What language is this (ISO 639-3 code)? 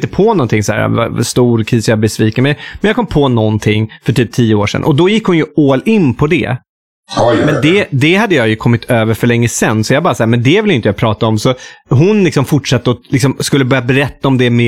swe